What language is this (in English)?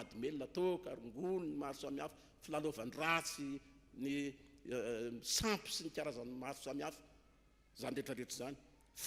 Malagasy